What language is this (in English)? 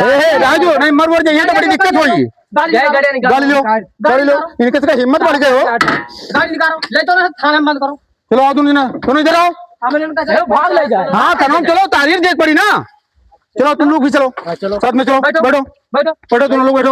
Awadhi